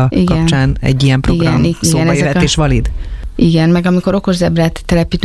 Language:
Hungarian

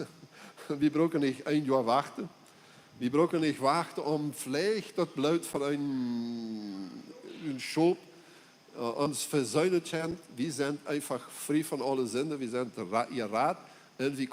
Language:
Plautdietsch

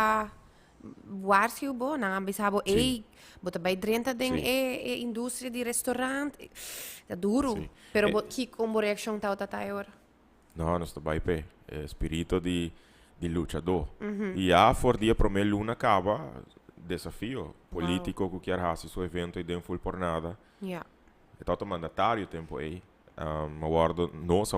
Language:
Papiamento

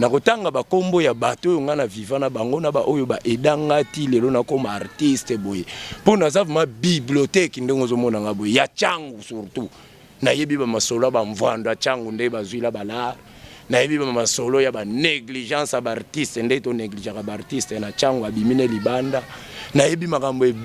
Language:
Lingala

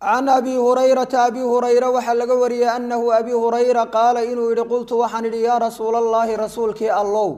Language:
Somali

